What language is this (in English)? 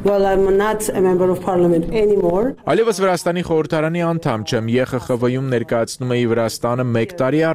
Armenian